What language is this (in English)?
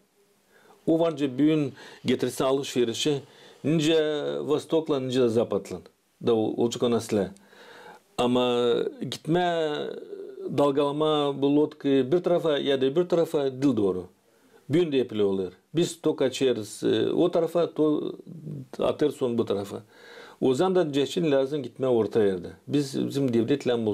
Gagauz